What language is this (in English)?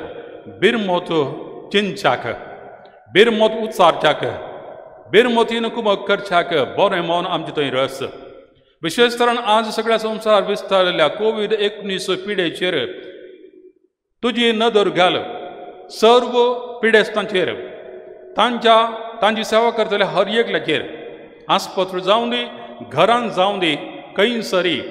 Konkani